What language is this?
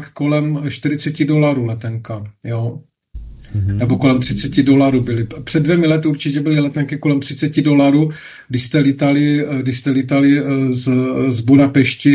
Czech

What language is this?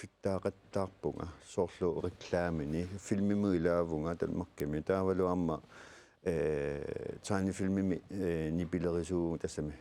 Kalaallisut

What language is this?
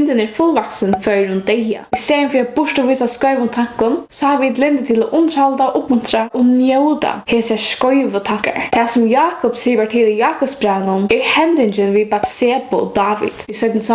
Faroese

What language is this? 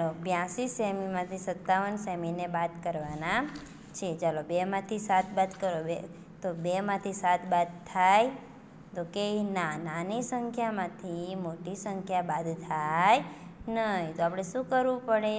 Gujarati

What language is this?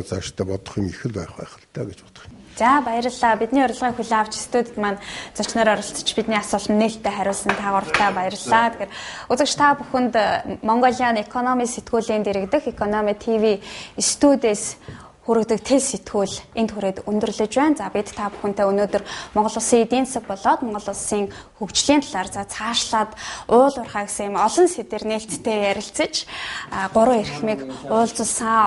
Mongolian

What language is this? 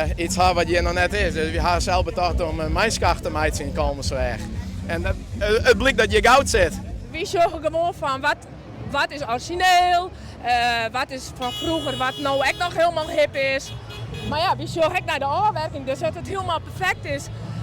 Western Frisian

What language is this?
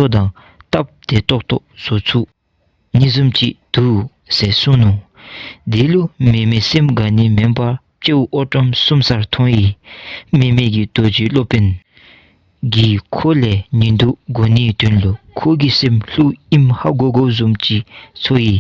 Dzongkha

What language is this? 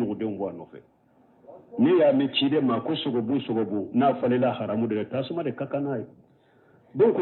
Bambara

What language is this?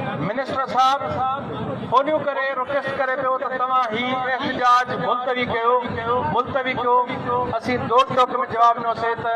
Sindhi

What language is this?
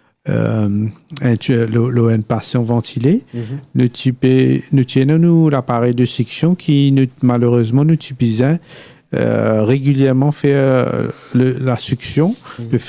Morisyen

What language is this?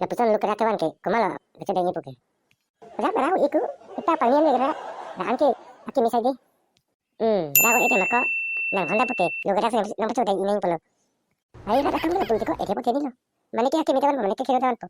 Karbi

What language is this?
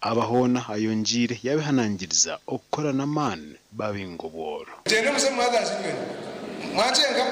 Nyankole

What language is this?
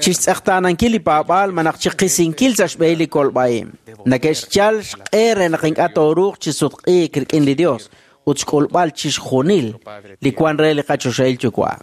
Kekchí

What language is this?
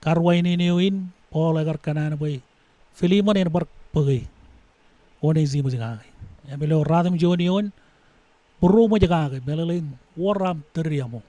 Marshallese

